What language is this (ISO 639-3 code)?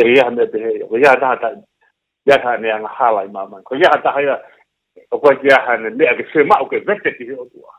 ton